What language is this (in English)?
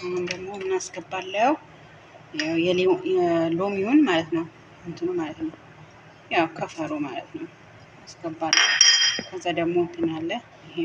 Amharic